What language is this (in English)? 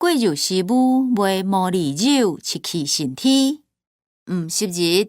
Hakka Chinese